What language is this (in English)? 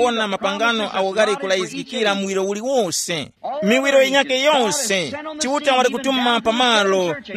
Tumbuka